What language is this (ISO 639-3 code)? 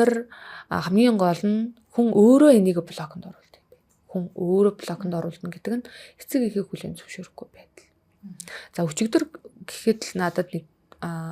mon